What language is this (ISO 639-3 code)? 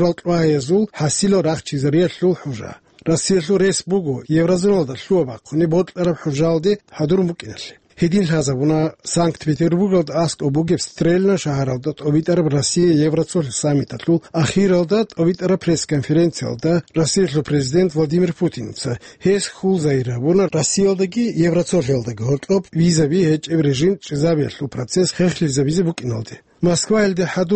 ava